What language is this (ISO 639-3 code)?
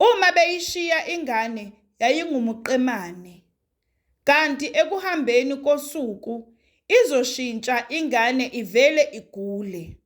zul